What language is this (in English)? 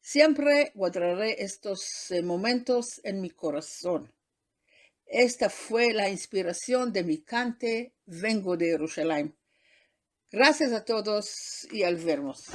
Ladino